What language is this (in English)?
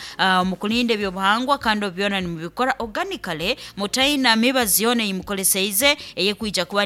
Nyankole